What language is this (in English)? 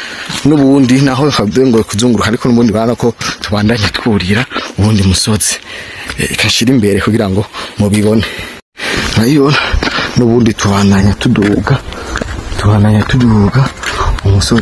Rundi